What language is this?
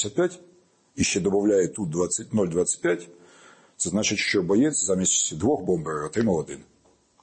Ukrainian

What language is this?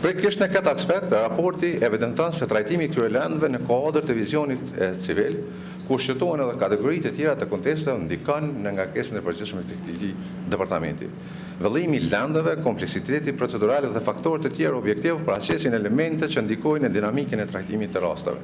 Albanian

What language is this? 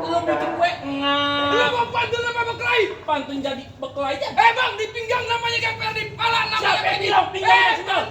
Betawi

